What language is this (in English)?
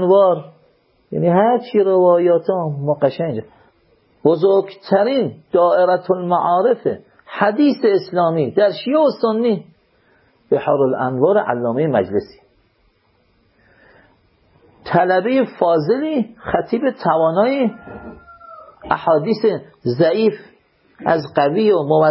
Persian